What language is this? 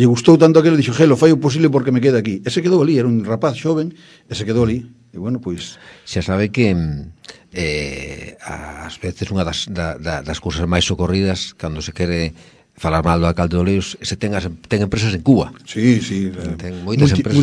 Galician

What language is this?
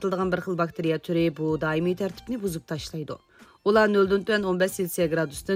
Uyghur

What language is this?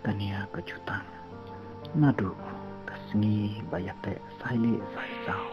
Khasi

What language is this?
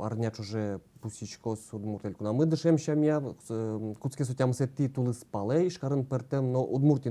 Udmurt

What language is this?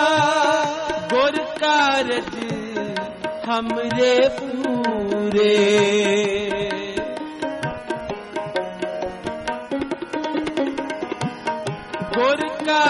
Punjabi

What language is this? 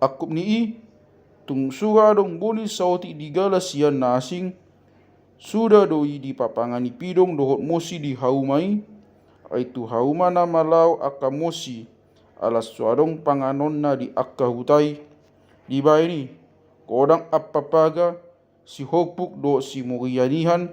Batak Toba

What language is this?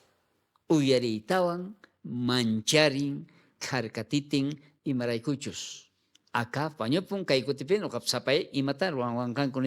South Bolivian Quechua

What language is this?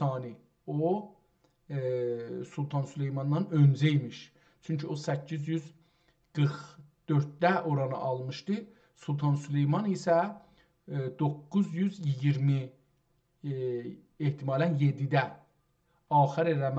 South Azerbaijani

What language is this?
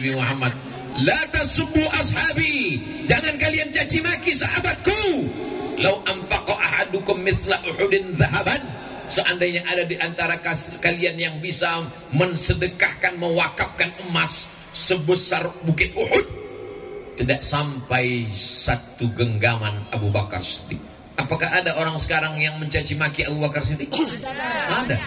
Indonesian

